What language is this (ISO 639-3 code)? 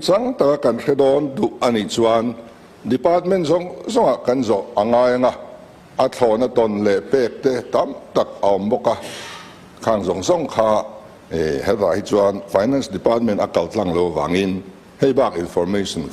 lus